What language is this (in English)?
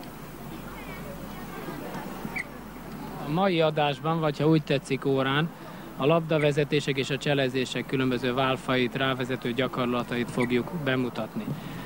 Hungarian